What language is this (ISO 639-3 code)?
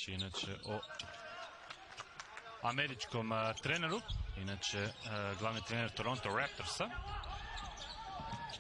hrv